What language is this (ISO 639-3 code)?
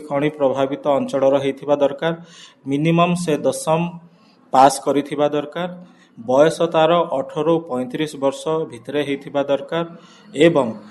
ori